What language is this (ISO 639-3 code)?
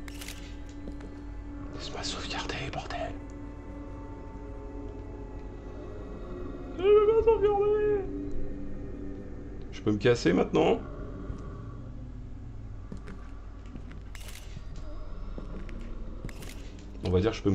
fra